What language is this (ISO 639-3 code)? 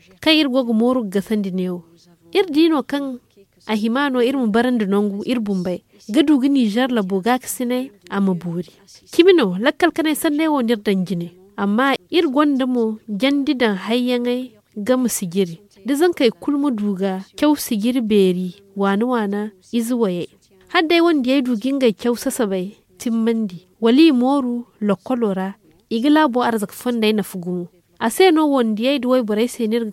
dje